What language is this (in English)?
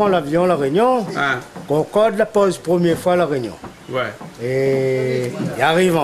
Réunion Creole French